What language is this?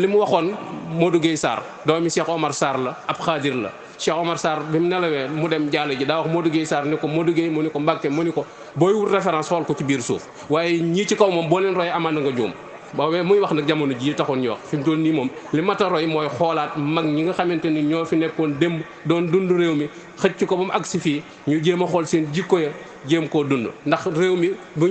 Wolof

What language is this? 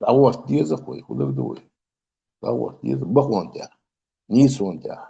Chechen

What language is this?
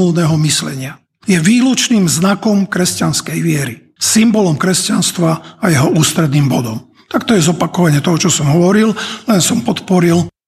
Slovak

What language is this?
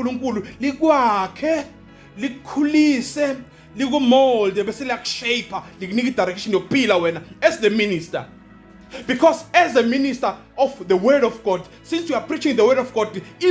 Zulu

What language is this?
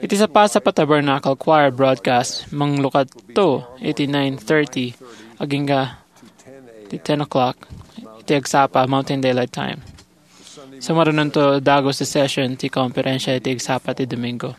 Iloko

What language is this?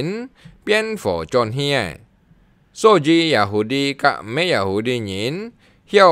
Hakka Chinese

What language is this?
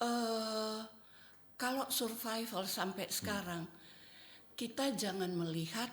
Manado Malay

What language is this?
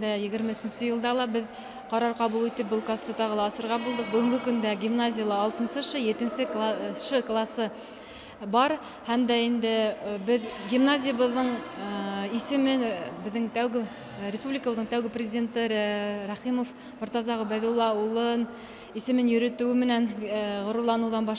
Bashkir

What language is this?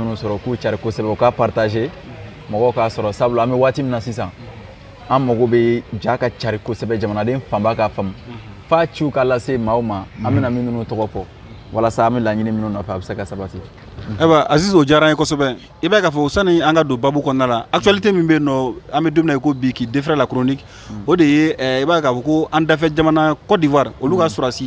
Bambara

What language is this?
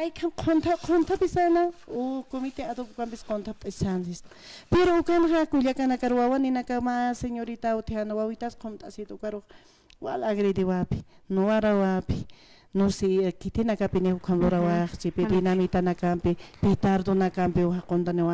Aymara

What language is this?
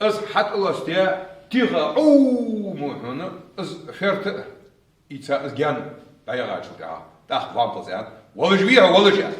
Ingush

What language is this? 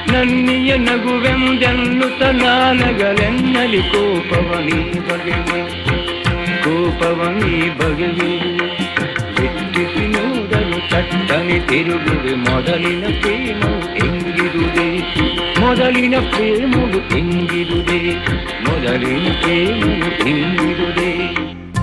Kannada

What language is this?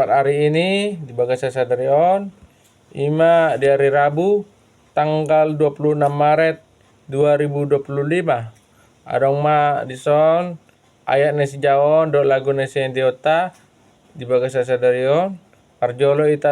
Batak Toba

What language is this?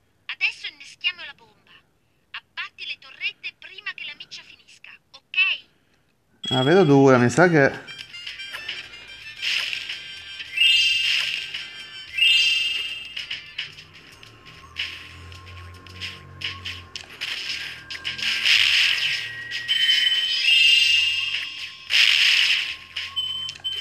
Italian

